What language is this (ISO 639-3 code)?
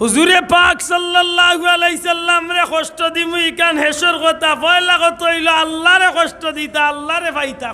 syl